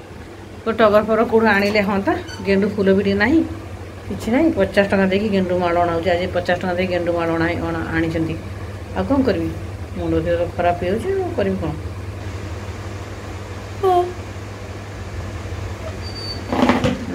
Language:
Odia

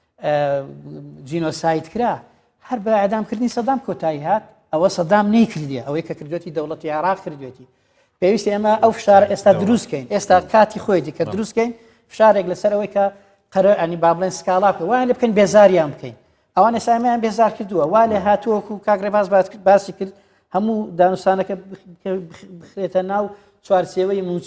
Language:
Central Kurdish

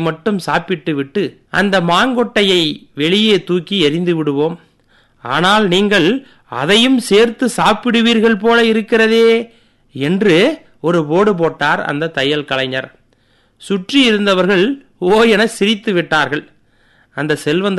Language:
Tamil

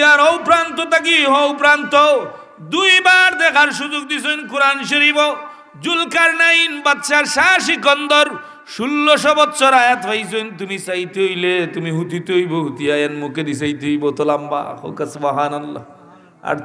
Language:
Sylheti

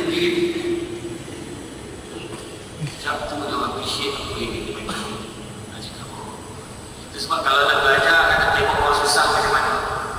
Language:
Malay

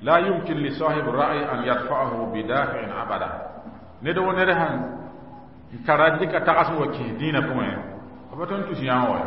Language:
Mossi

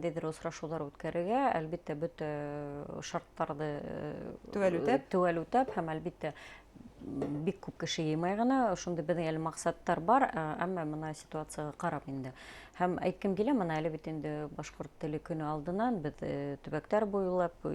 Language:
Bashkir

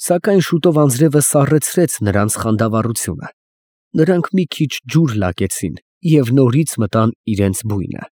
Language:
Armenian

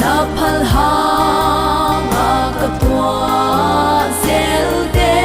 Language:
Paite Chin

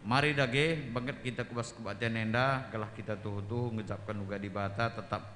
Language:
Batak Karo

